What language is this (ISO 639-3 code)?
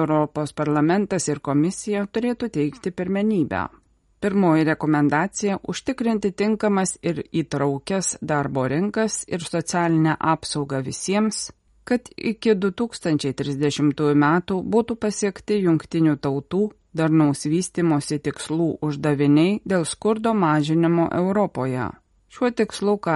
lit